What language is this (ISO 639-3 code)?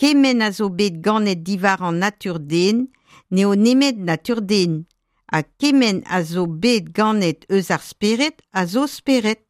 bre